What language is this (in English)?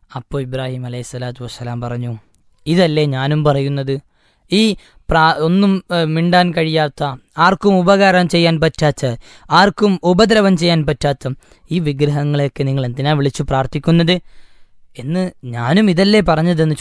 Malayalam